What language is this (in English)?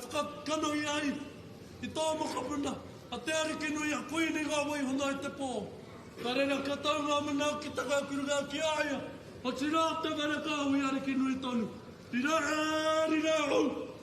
Māori